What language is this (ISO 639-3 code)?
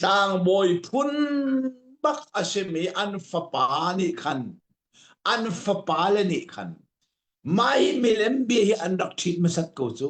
cnh